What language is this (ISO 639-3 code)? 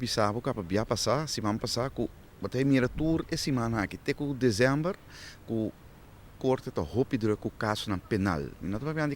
pap